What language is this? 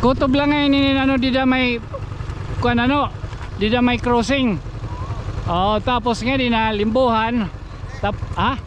Waray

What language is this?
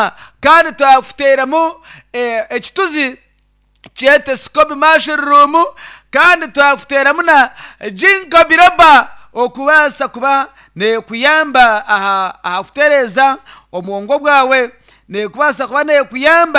Nyankole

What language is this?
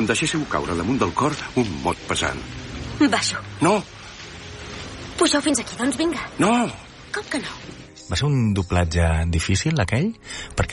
Catalan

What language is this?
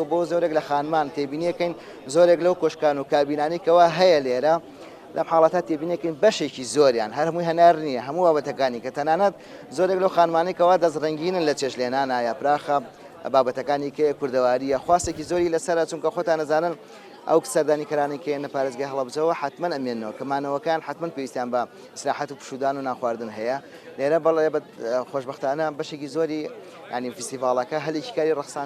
Central Kurdish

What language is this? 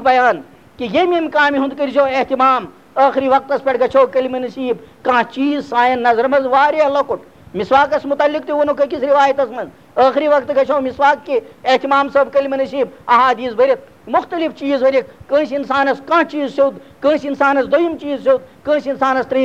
Kashmiri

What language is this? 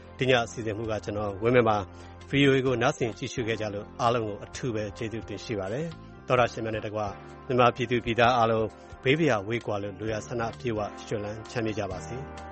Burmese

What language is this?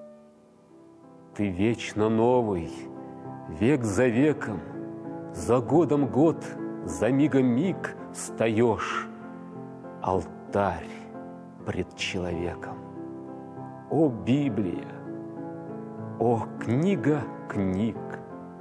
Russian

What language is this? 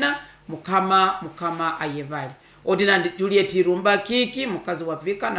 Nyoro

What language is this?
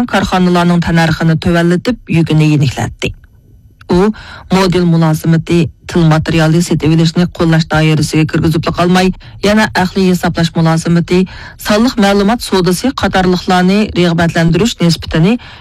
Uyghur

